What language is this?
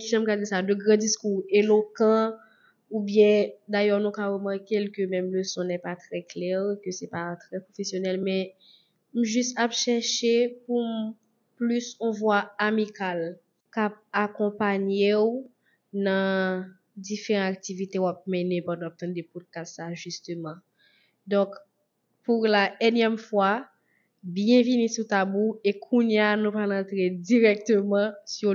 Haitian Creole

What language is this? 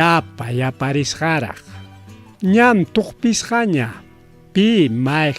Ayacucho Quechua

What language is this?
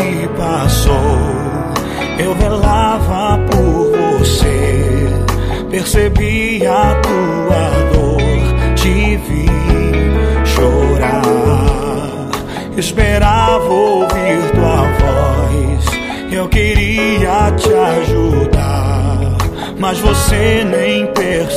Portuguese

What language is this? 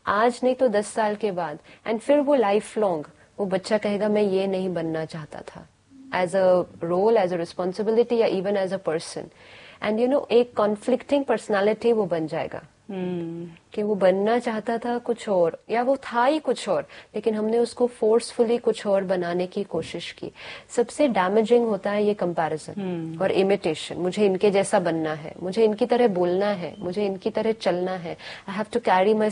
Hindi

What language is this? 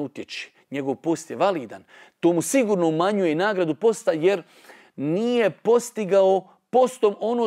Bosnian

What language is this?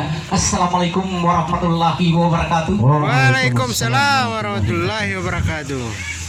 Gorontalo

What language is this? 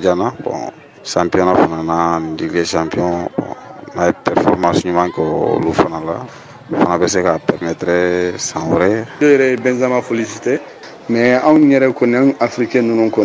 Bambara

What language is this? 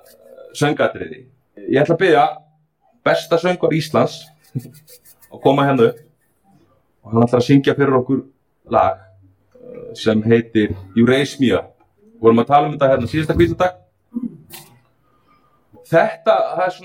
Icelandic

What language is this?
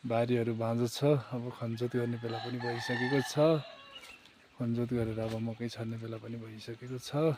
Nepali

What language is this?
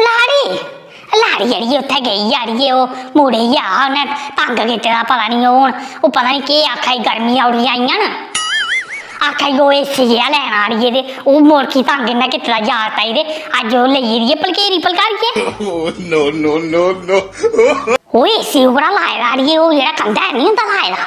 Dogri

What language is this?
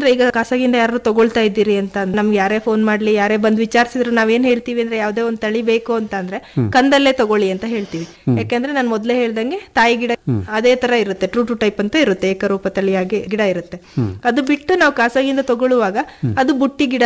Kannada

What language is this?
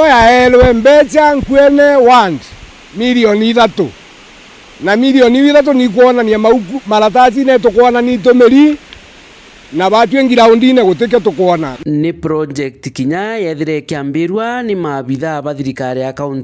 Meru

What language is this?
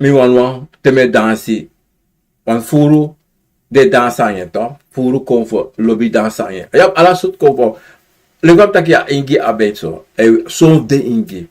Sranan Tongo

